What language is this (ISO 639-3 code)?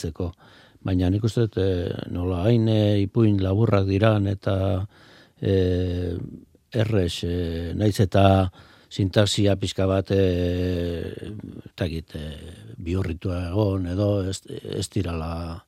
eus